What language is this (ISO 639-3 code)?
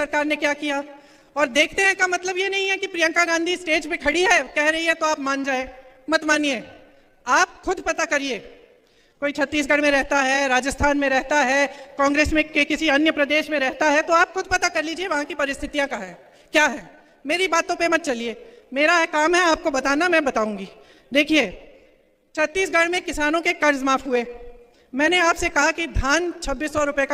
hin